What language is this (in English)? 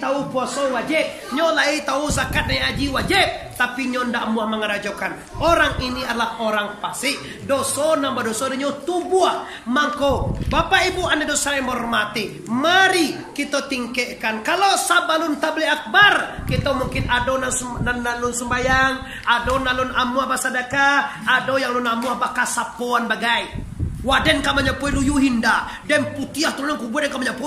Minangkabau